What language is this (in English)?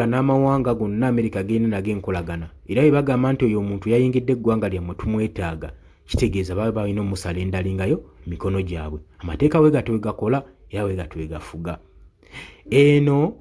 Ganda